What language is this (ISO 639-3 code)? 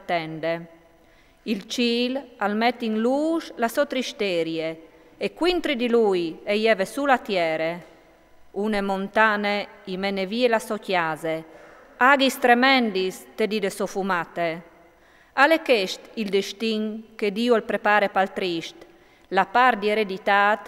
fur